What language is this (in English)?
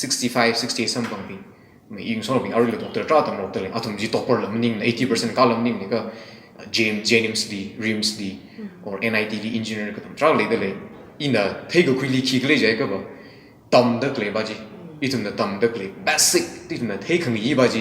Tangkhul Naga (India)